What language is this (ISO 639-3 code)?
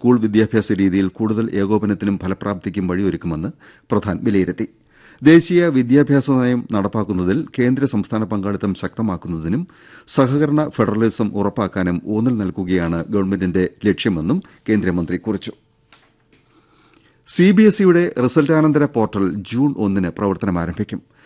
mal